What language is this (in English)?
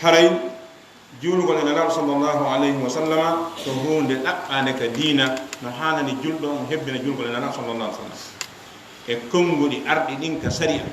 Fula